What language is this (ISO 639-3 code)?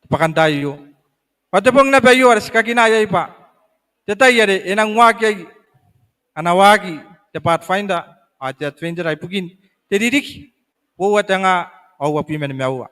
gil